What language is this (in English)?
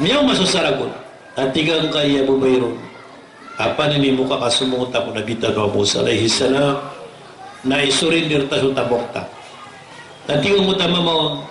Maranao